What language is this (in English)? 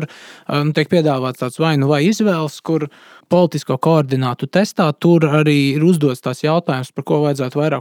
Latvian